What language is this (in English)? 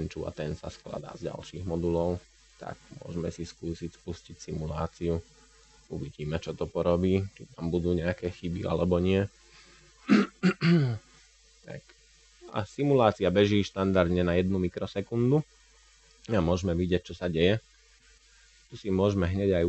Slovak